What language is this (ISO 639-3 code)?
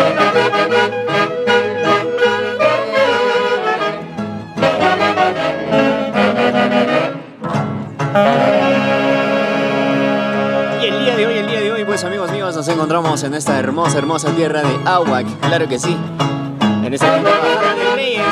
spa